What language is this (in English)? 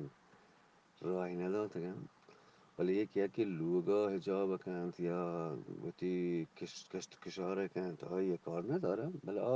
Eastern Balochi